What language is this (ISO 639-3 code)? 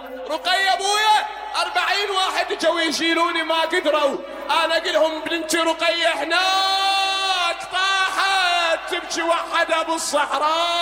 acm